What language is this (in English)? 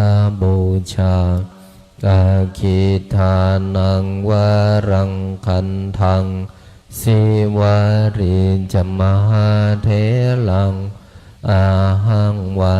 Pali